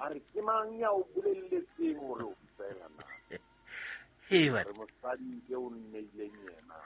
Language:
Southern Sotho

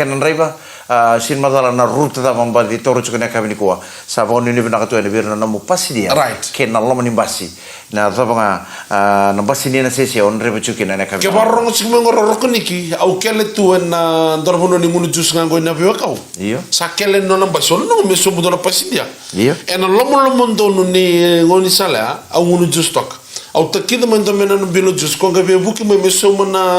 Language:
Fijian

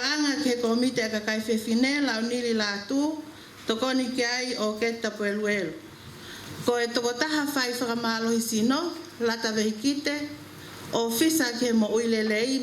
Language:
Tongan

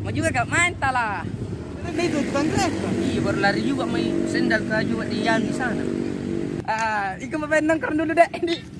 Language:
Makassar Malay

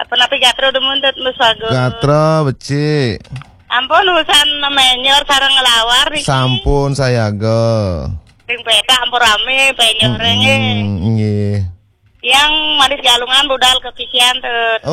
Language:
Balinese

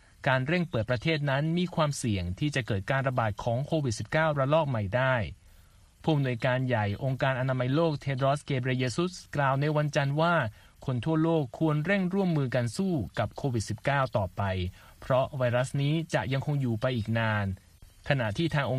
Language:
Thai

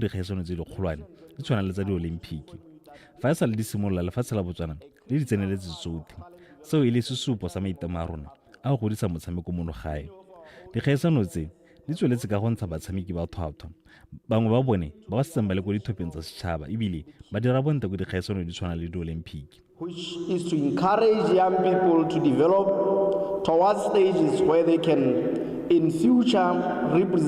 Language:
Tswana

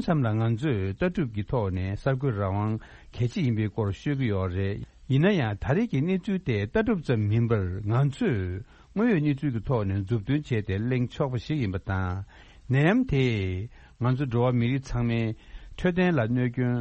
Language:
Tibetan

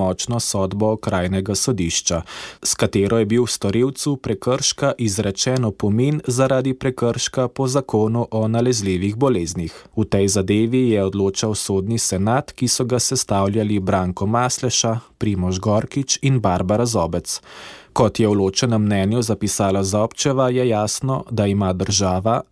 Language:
Slovenian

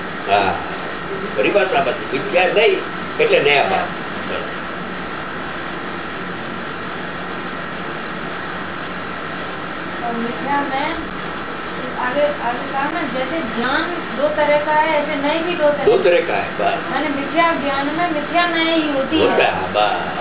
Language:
Gujarati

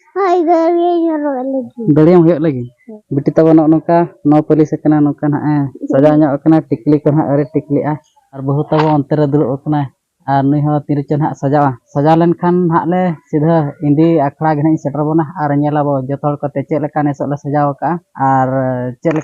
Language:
Santali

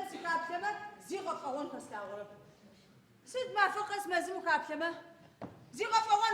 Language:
Adyghe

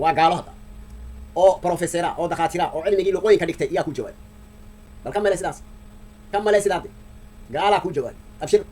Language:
Somali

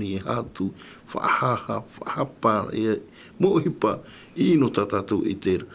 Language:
Tahitian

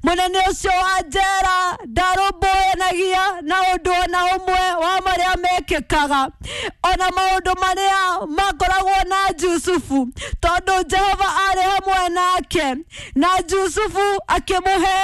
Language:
Kikuyu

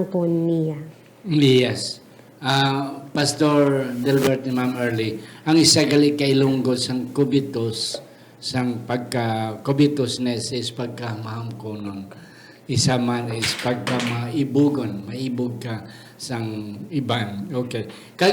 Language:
Hiligaynon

